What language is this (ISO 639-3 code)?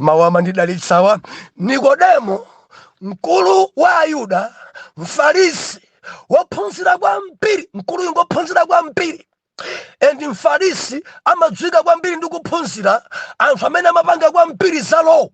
nya